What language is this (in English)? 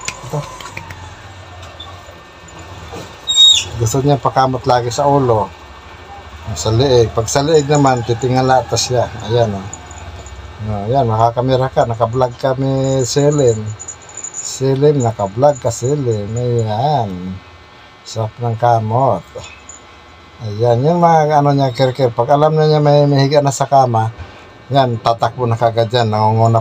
Filipino